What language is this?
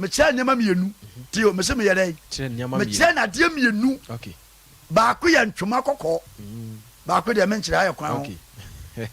Akan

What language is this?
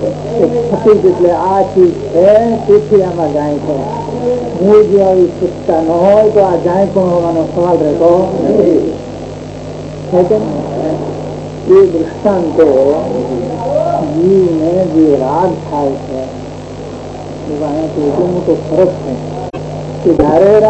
Gujarati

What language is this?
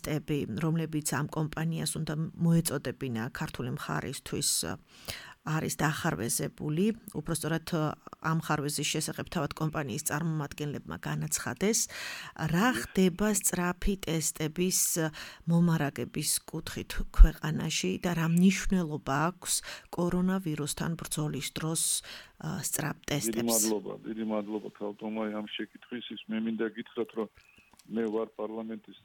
Georgian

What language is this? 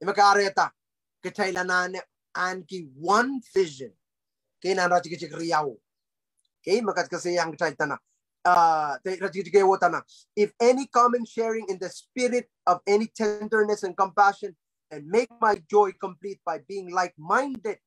Pohnpeian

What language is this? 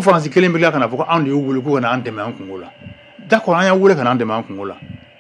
Bambara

